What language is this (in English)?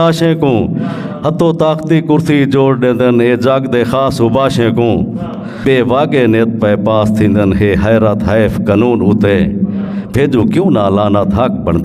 Saraiki